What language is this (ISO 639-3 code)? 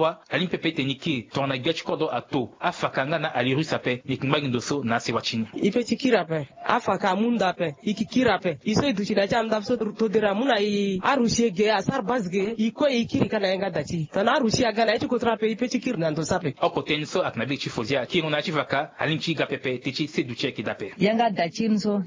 sag